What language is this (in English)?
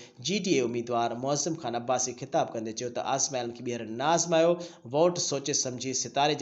Sindhi